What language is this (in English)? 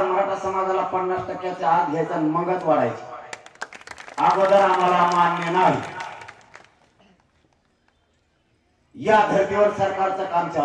Marathi